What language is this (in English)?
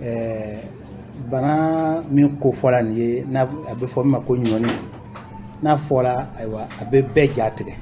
Bambara